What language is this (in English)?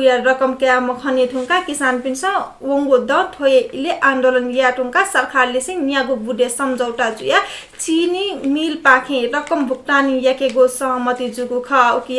Newari